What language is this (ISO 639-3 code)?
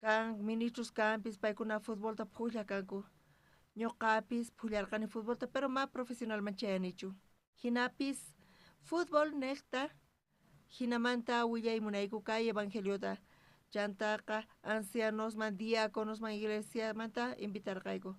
quh